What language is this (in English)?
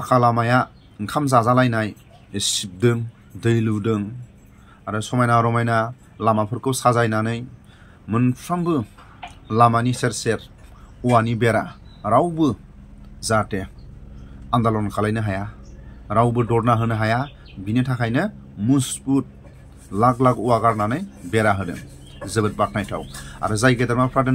Bodo